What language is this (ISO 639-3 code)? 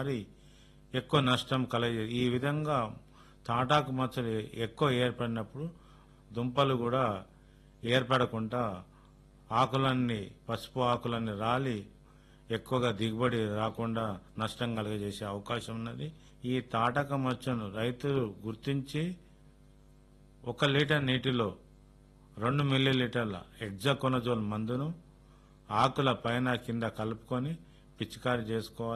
tel